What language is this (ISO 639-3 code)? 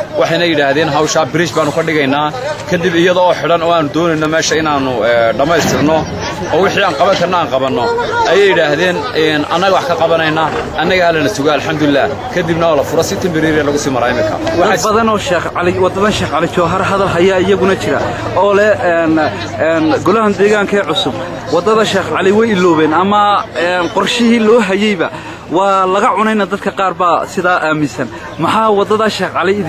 som